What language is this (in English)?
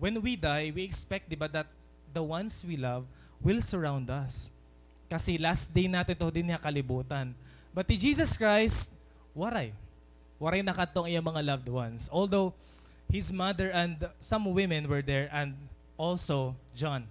Waray